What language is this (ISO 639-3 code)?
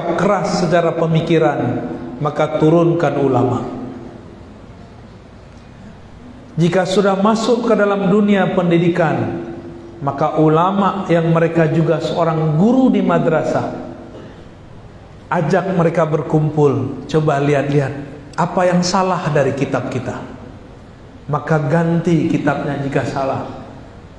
ind